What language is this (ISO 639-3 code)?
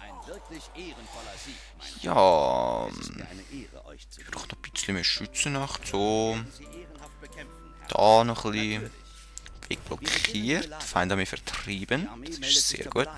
gsw